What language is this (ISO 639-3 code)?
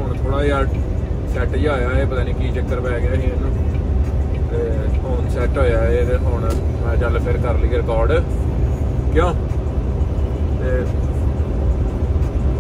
pan